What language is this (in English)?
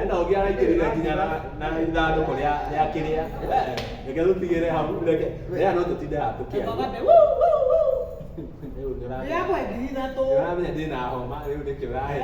Kikuyu